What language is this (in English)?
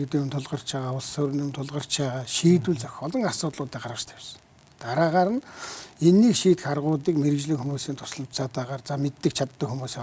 Mongolian